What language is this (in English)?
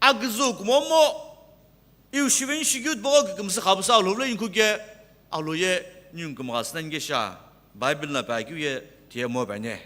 Sumi Naga